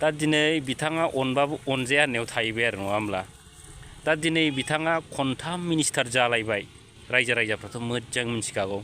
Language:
Bodo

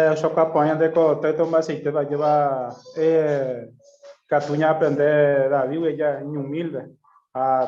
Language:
Guarani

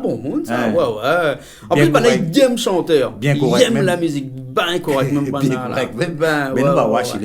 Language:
Réunion Creole French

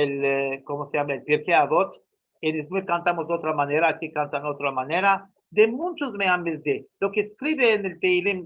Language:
Ladino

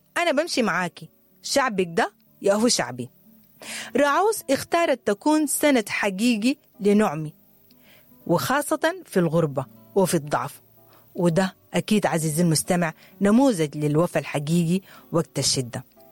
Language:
Sudanese Arabic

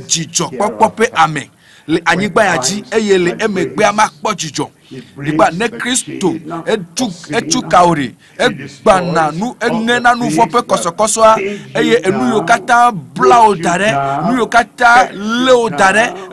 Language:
Ewe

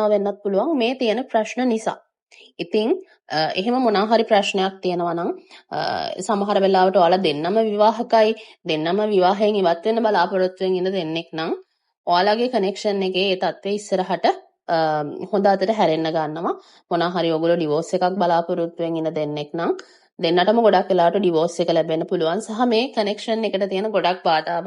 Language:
Sinhala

